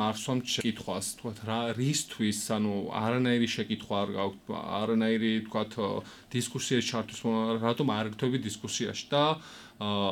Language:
Georgian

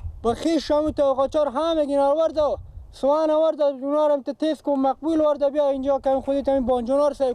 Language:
Persian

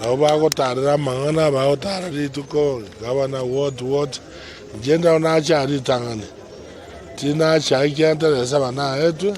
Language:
Gusii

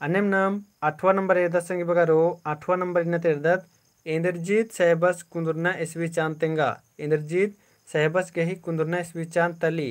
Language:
Kurukh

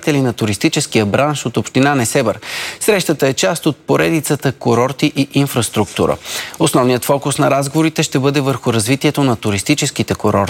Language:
Bulgarian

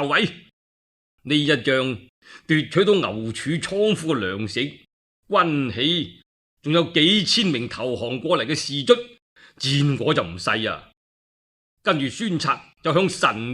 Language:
Cantonese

